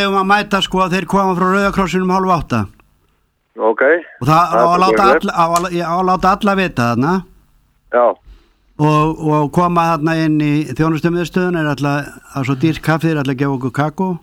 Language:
Icelandic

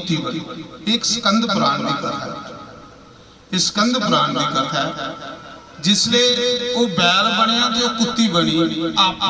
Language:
Dogri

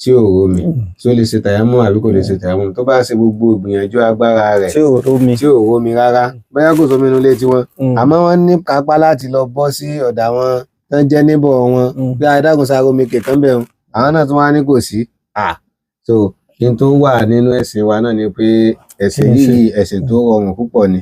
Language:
Yoruba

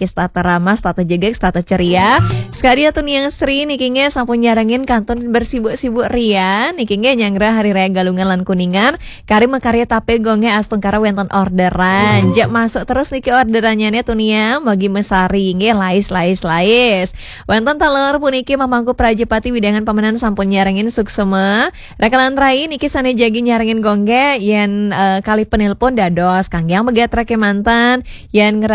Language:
Balinese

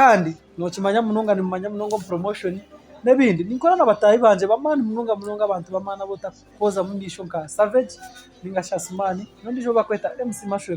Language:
Nyankole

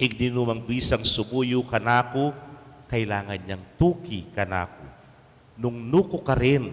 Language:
Pampanga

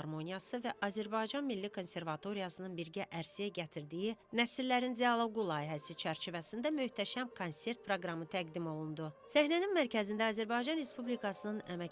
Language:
Azerbaijani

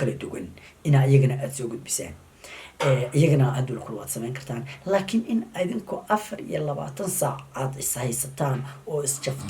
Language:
Somali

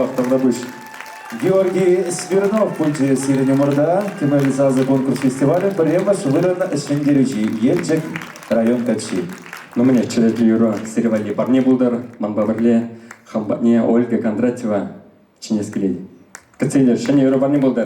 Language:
Chuvash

